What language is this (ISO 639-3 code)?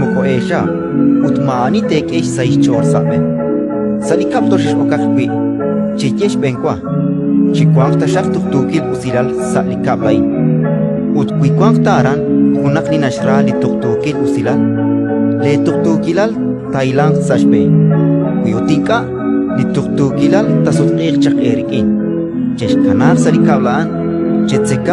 kek